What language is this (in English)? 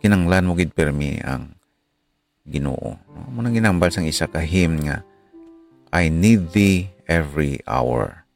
Hiligaynon